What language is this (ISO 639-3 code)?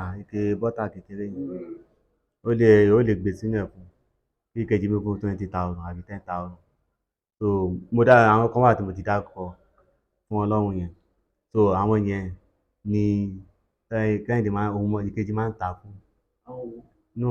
yor